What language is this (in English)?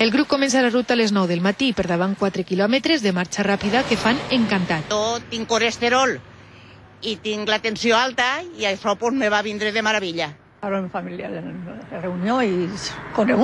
Catalan